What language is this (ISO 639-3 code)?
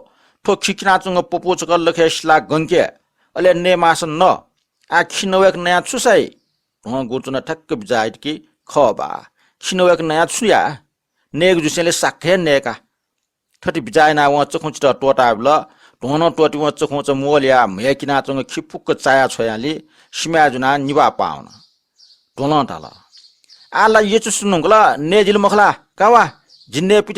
new